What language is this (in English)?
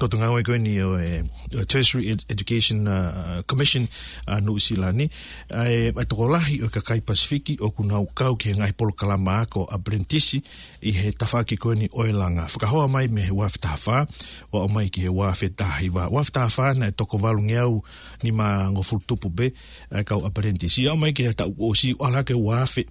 Tongan